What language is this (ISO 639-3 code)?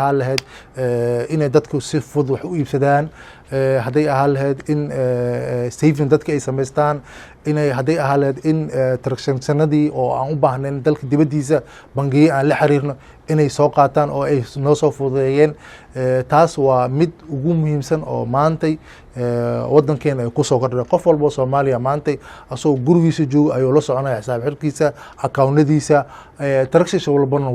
som